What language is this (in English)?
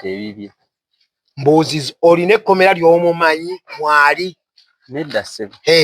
Ganda